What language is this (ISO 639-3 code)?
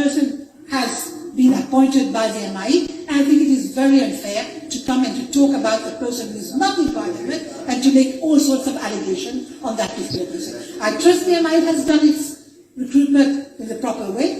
mfe